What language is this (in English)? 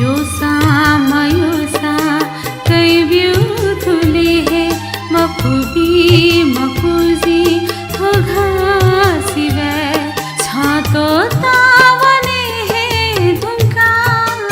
Newari